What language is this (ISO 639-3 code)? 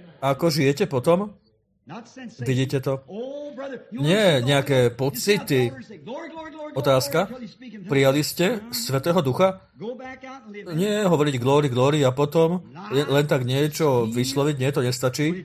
slk